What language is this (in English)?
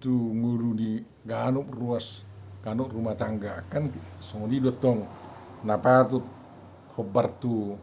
Batak Toba